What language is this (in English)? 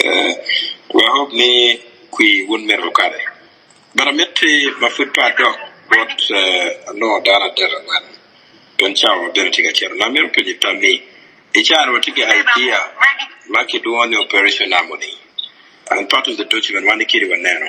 Acoli